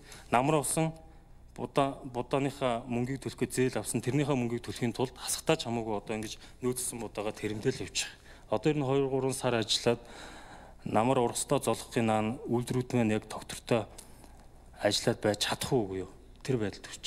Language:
Mongolian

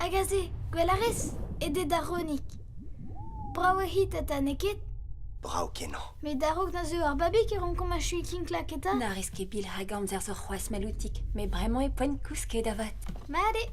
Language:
Breton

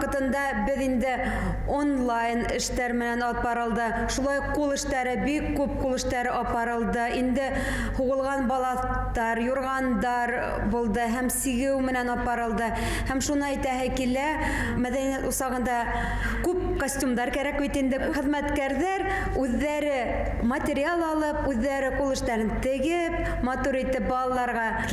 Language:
Bashkir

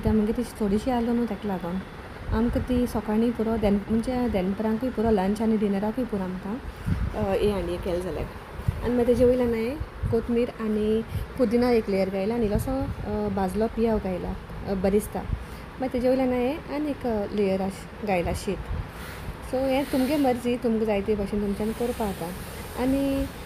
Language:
Konkani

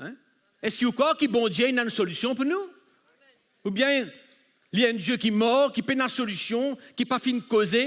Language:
Morisyen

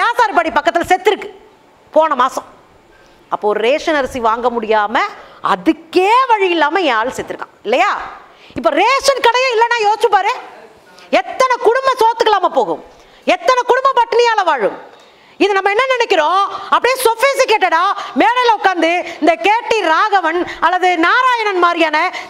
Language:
Tamil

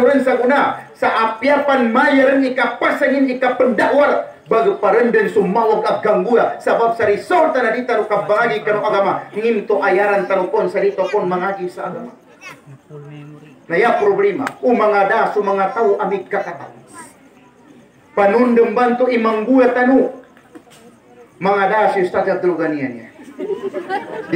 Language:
Maguindanaon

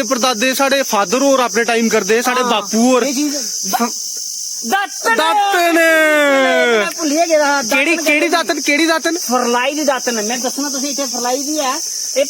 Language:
Dogri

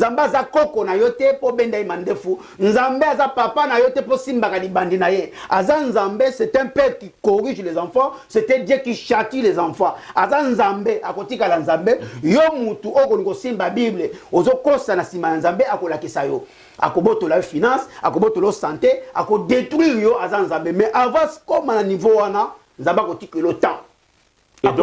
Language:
Lingala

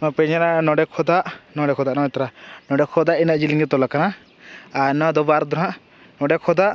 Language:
Santali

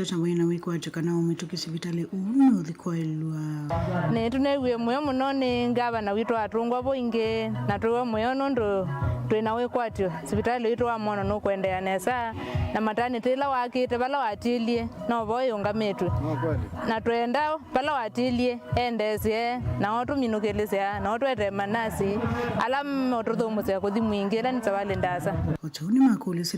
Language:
Kamba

